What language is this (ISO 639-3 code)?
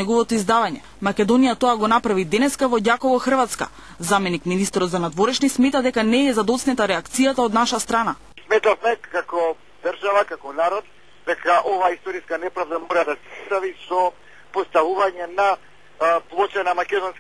mkd